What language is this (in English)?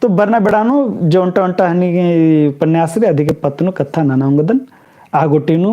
Kurukh